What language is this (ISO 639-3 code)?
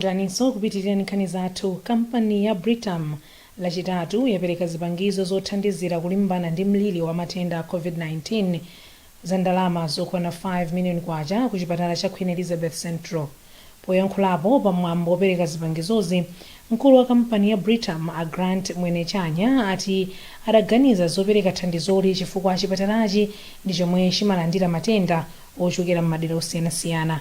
nya